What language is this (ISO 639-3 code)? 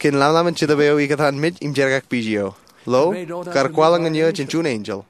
mah